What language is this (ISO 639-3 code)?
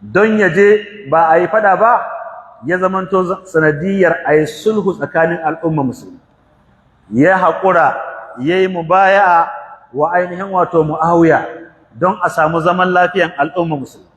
hau